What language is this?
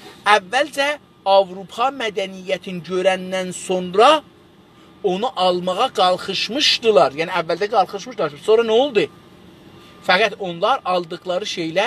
South Azerbaijani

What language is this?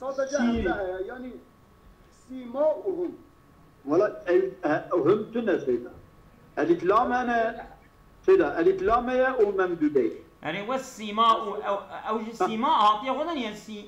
Kurdish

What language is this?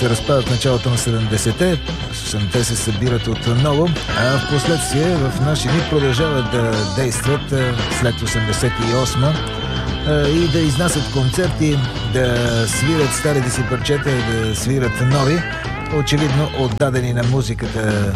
Bulgarian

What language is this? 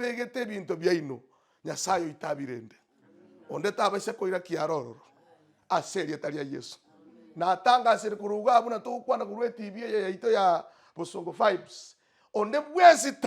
Gusii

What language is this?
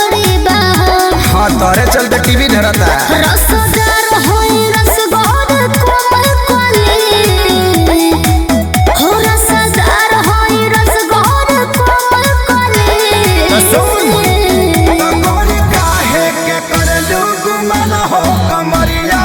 Bhojpuri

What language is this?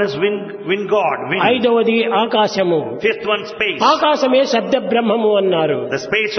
Telugu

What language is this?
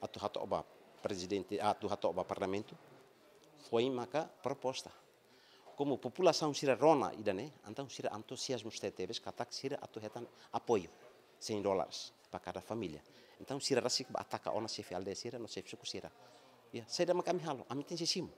Tetum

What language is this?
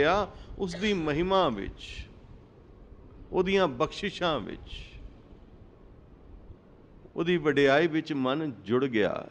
Punjabi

